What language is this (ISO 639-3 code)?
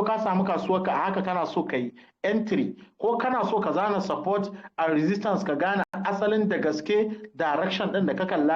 hau